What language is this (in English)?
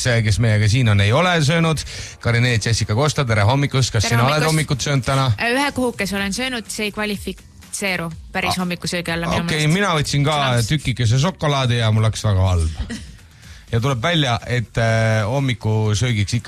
Estonian